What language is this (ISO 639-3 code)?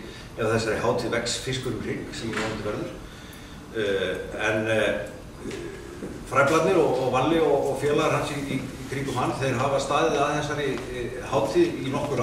isl